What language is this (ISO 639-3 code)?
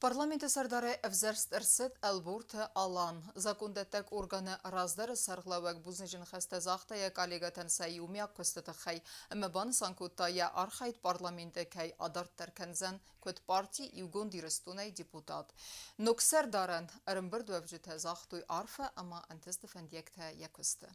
oss